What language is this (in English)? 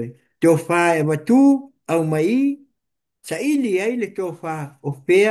Samoan